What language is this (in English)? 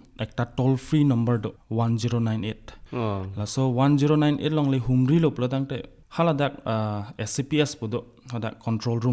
Karbi